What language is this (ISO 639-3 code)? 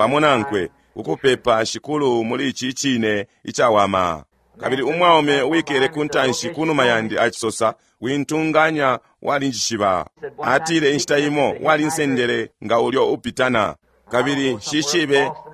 bem